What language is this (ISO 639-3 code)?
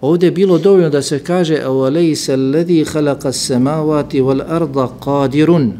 bos